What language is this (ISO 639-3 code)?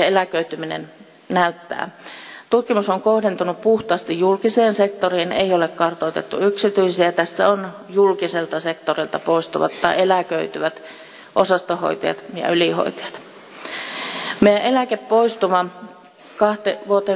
fin